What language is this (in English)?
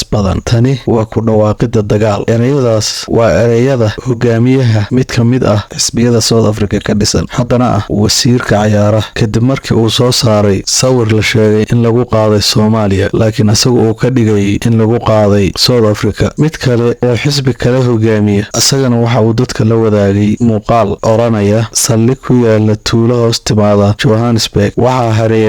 Somali